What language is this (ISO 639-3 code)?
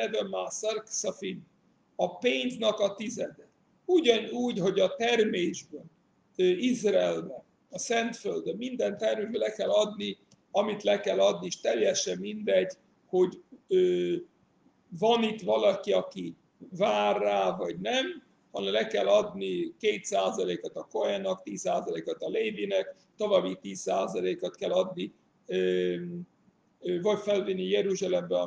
hun